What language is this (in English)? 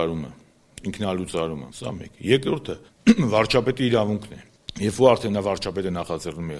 Armenian